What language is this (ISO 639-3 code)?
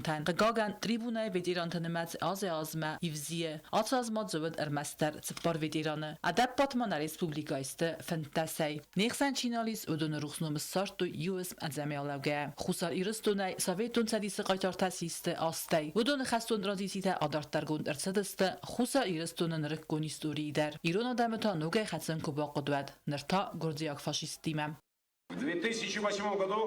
oss